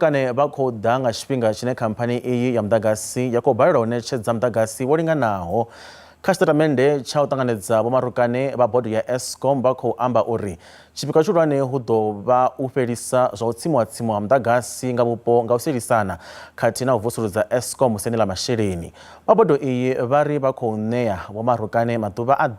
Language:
Venda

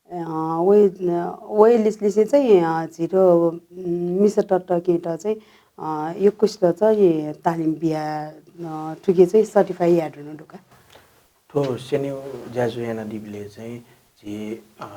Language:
Newari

